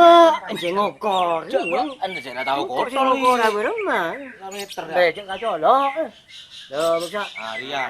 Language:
Madurese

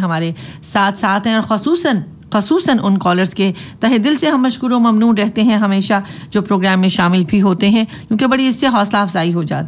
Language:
Urdu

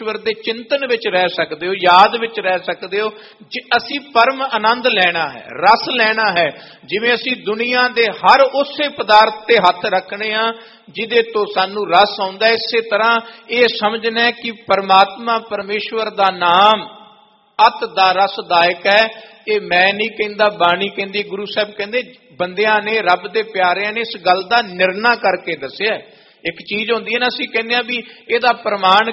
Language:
Punjabi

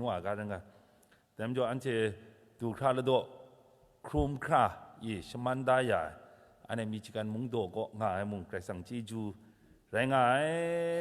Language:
Kachin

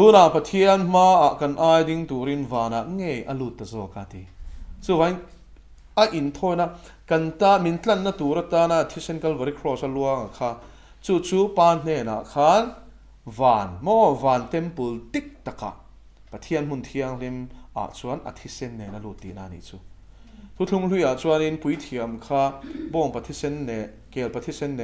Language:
Mizo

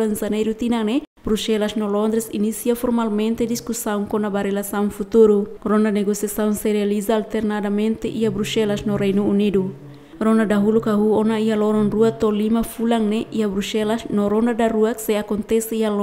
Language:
Tetum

